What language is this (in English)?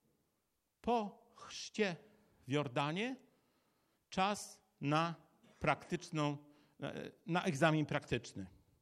Polish